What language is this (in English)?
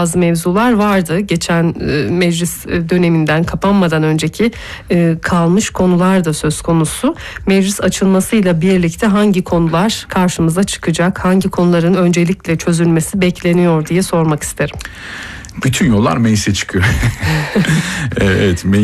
Turkish